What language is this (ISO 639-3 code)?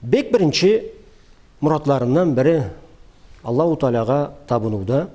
krc